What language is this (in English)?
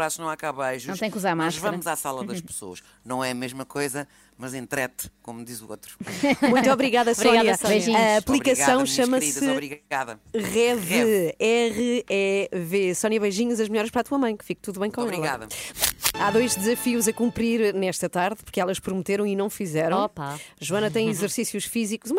Portuguese